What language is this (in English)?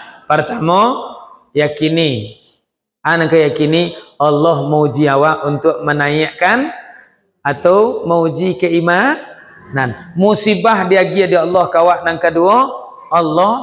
Minangkabau